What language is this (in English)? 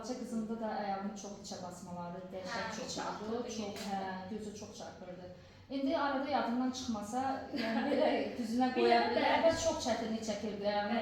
Azerbaijani